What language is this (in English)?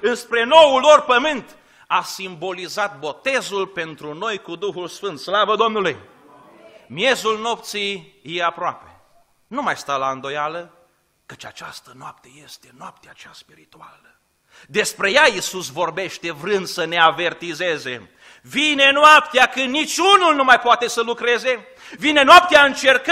Romanian